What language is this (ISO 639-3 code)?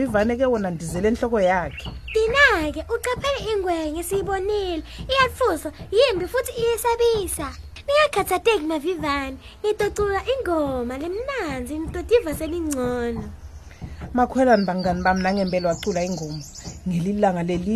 ssw